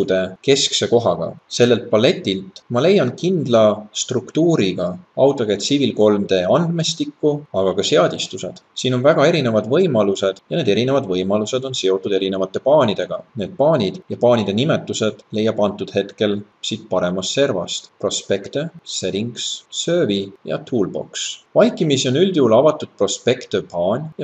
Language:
Estonian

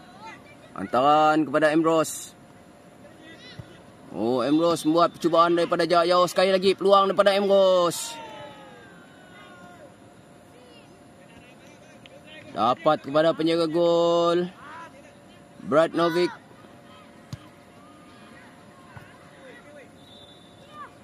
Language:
Malay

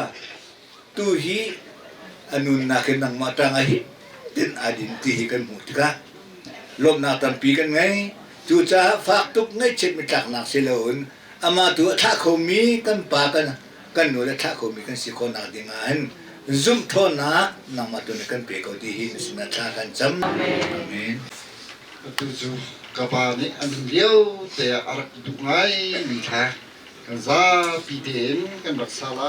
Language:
Hakha Chin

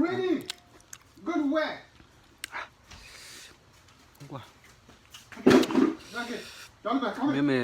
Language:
S'gaw Karen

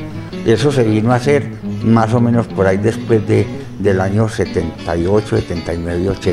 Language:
Spanish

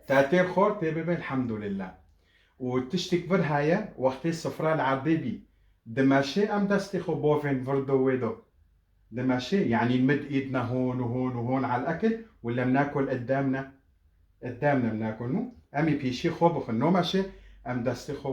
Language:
Kurdish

